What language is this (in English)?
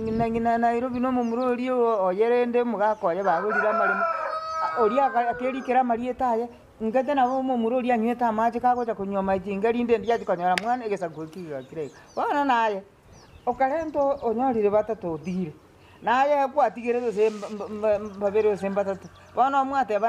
Gusii